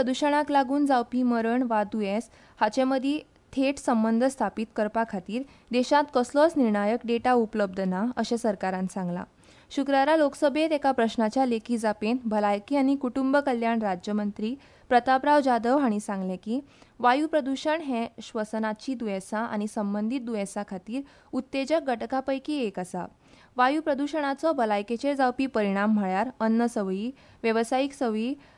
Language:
Konkani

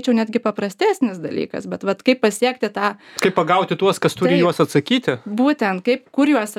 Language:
Lithuanian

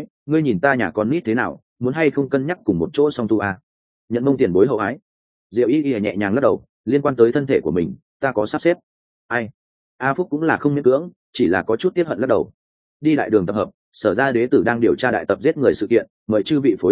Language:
Vietnamese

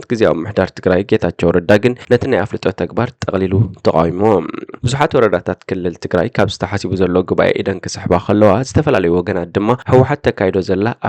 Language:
Tigrinya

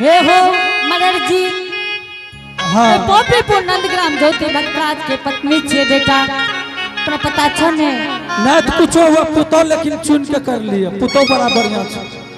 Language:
Angika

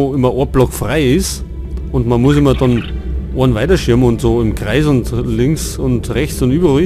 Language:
Bavarian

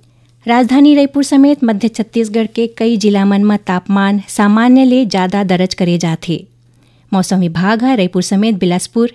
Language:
Chhattisgarhi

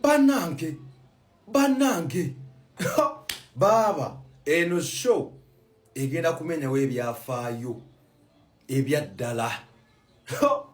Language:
Ganda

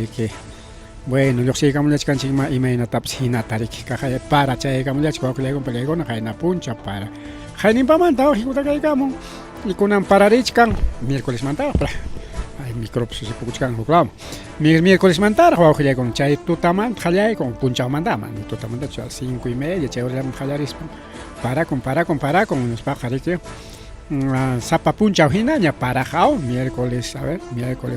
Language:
Ayacucho Quechua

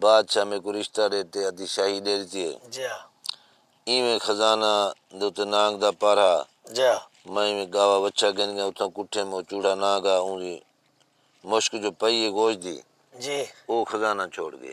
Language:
Saraiki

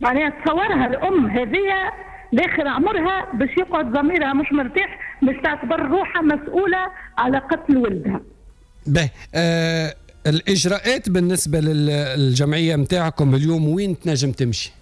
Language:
Tunisian Arabic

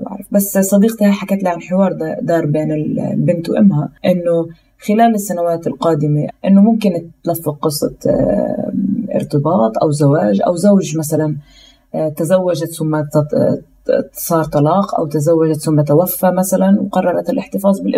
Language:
North Levantine Arabic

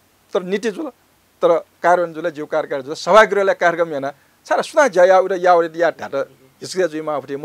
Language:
Newari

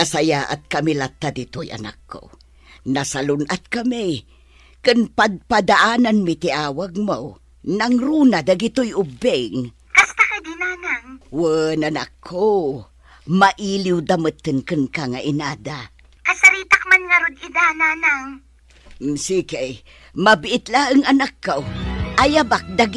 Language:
Iloko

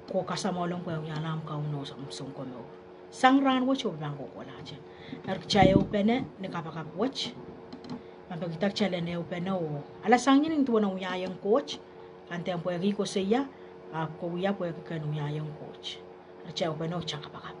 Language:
Pohnpeian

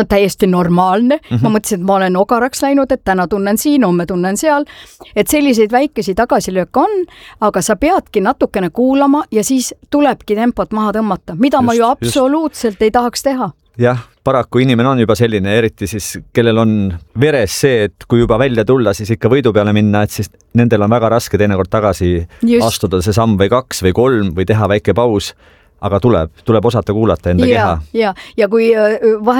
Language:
Estonian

